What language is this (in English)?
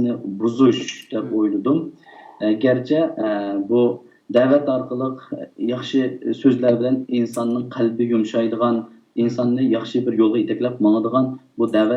Uyghur